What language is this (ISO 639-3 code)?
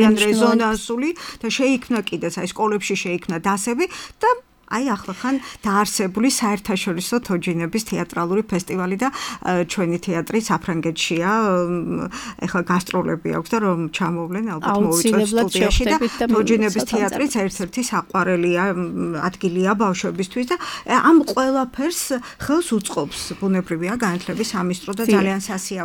kat